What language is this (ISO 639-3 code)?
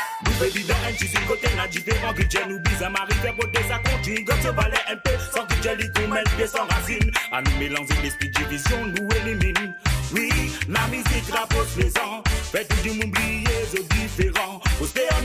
mfe